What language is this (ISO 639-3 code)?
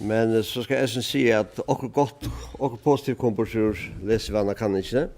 fao